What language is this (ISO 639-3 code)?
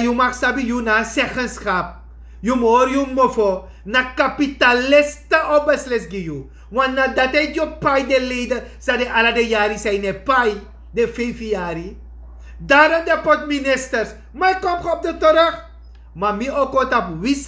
srn